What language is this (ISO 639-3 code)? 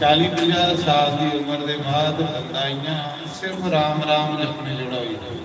doi